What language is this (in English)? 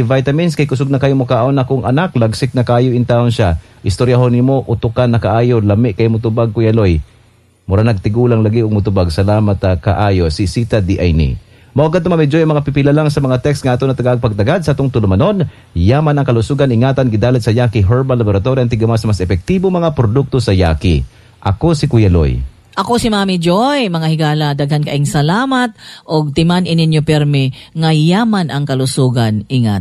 Cebuano